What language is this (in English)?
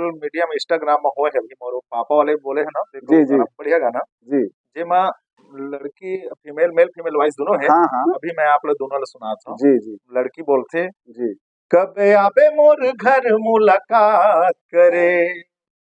Chhattisgarhi